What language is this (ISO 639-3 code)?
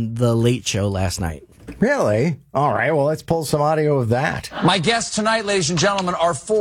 eng